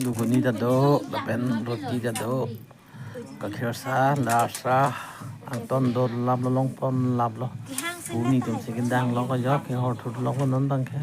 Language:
Karbi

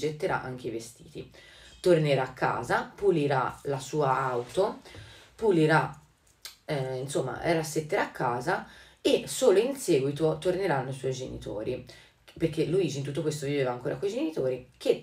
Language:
Italian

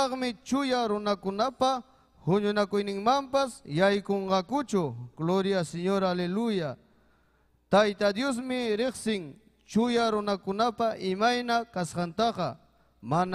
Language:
Ayacucho Quechua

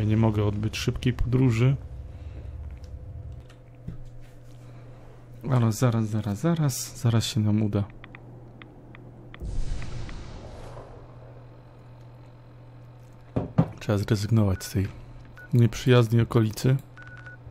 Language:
Polish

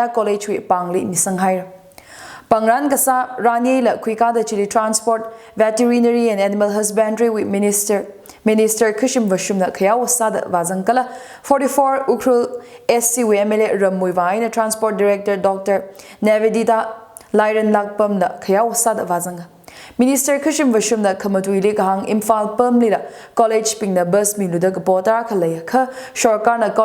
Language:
Tangkhul Naga (India)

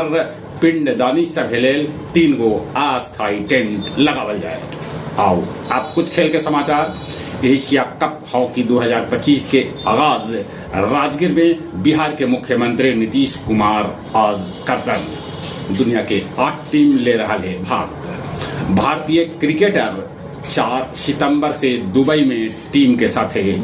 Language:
Magahi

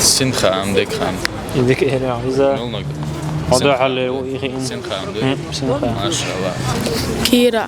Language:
Chechen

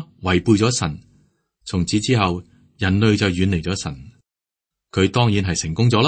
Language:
Cantonese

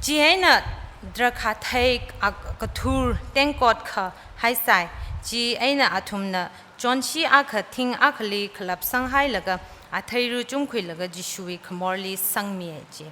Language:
Tangkhul Naga (India)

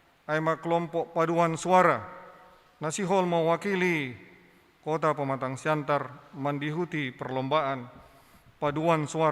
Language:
Batak Simalungun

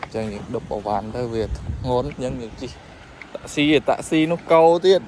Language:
Khmer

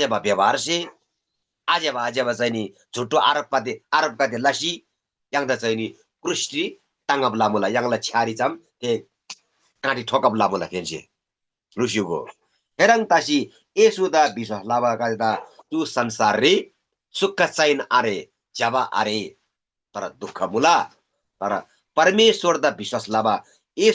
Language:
Eastern Tamang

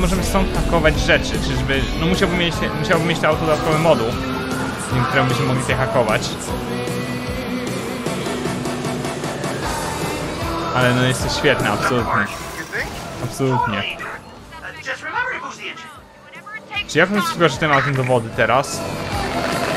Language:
Polish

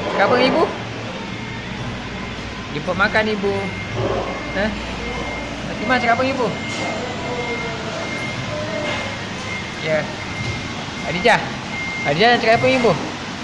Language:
Malay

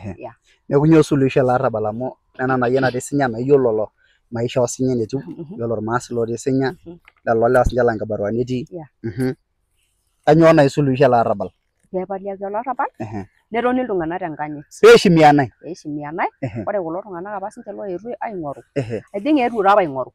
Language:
Masai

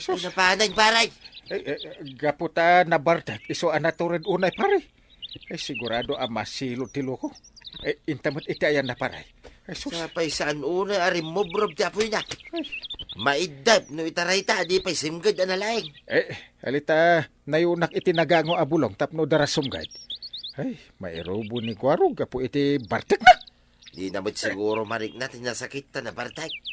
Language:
Iloko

